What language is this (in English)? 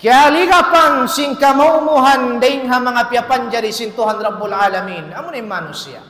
Tausug